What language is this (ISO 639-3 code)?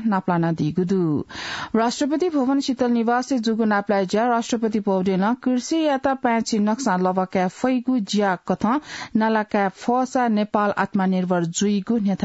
new